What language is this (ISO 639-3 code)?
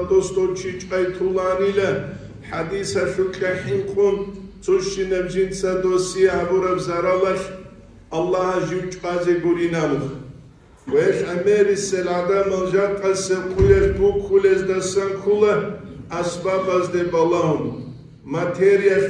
ava